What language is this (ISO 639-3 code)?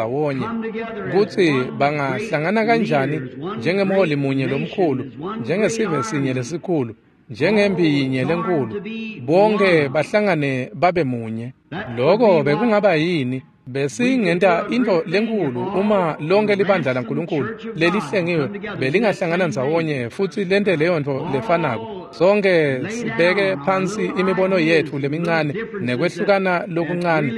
ssw